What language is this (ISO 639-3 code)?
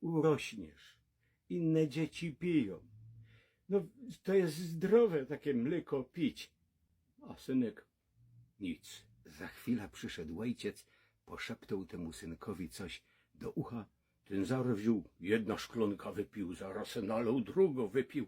szl